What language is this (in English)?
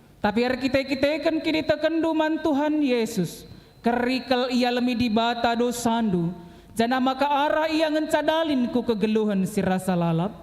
Batak Karo